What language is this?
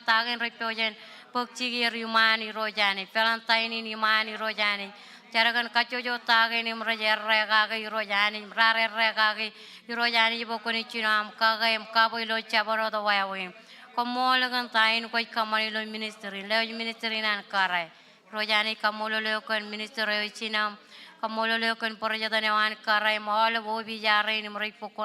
Marshallese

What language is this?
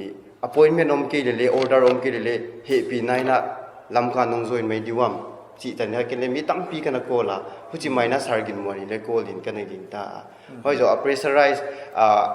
Paite Chin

